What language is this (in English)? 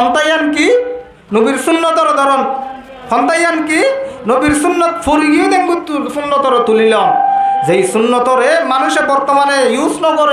Rohingya